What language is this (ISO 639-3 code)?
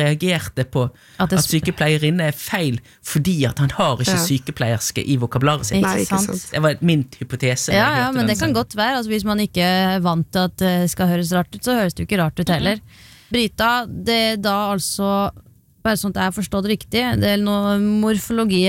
nor